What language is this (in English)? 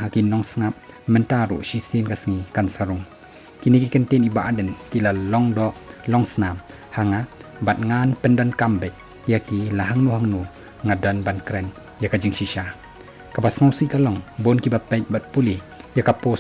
Khasi